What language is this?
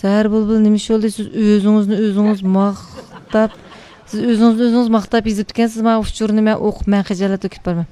Uyghur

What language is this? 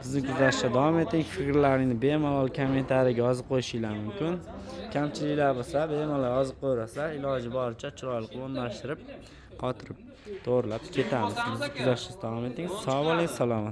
Uzbek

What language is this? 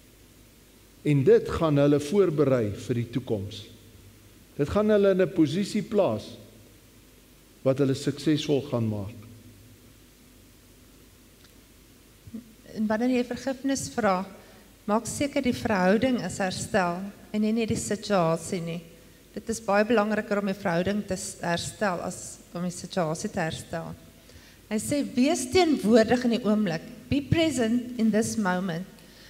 Afrikaans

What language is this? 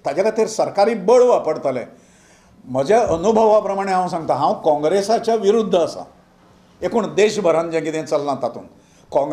Konkani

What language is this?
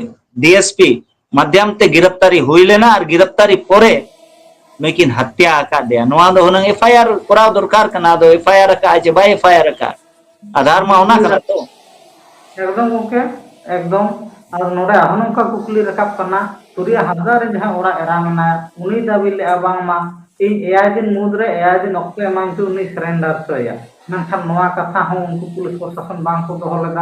Santali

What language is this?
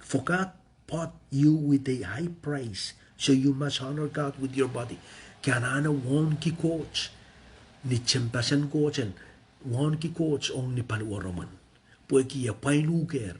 Pohnpeian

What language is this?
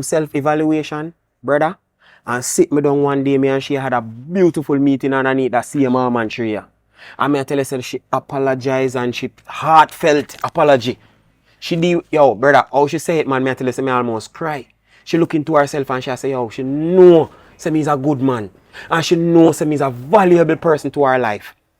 Jamaican Creole English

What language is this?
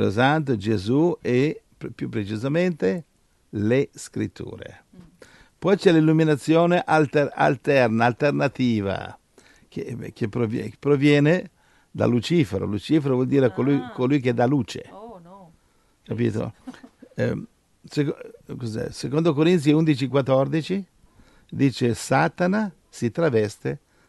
Italian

